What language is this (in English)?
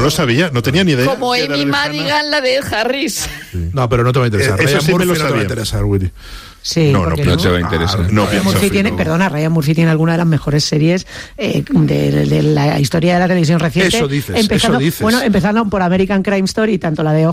Spanish